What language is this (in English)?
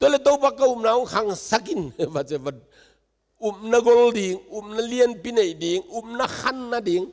Tedim Chin